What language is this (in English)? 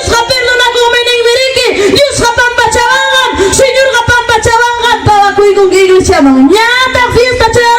Ayacucho Quechua